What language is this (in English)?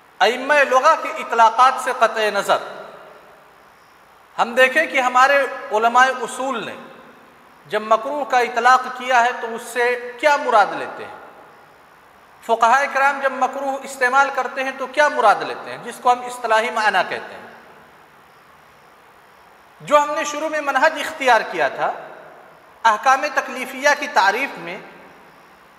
Urdu